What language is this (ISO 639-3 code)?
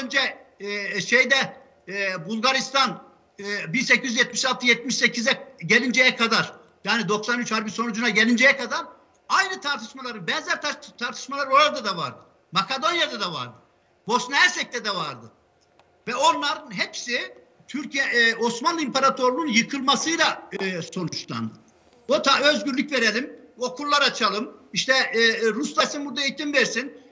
tur